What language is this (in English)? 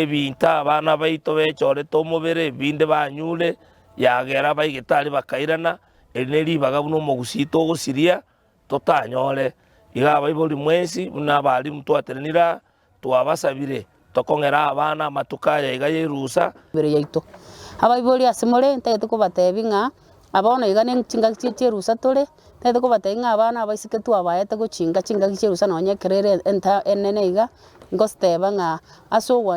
Gusii